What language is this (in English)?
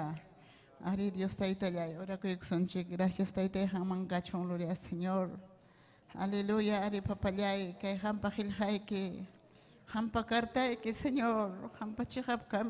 Ayacucho Quechua